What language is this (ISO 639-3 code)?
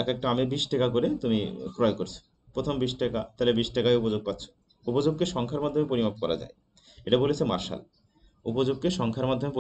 ben